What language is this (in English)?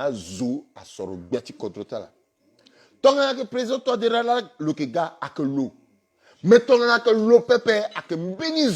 Sango